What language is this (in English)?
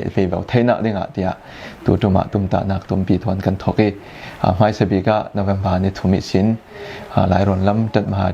Falam Chin